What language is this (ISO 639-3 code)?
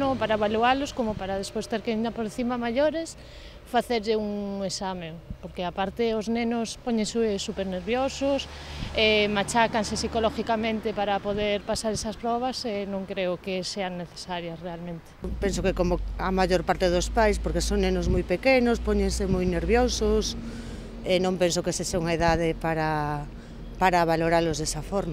glg